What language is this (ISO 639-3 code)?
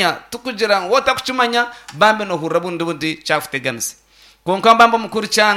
nyn